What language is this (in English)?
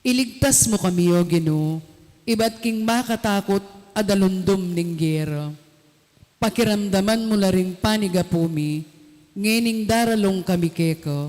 Pampanga